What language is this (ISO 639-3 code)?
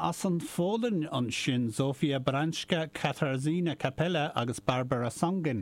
gle